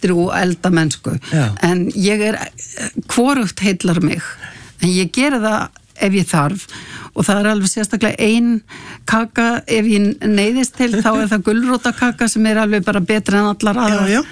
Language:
Icelandic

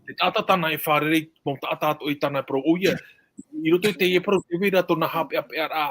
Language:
Tahitian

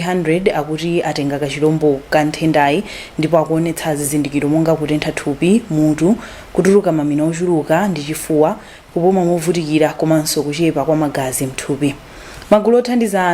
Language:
Nyanja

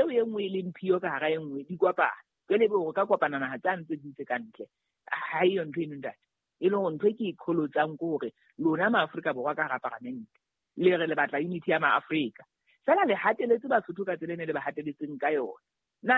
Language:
Southern Sotho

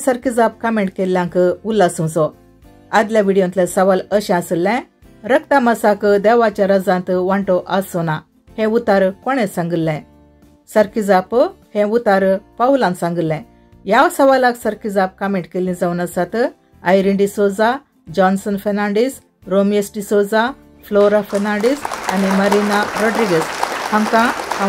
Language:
Konkani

